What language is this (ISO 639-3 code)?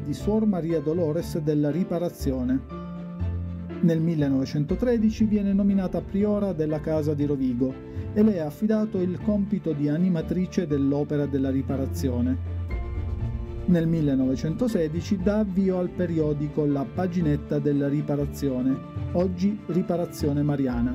ita